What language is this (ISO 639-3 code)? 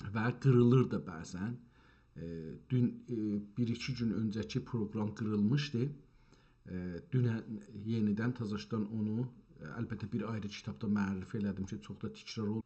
azb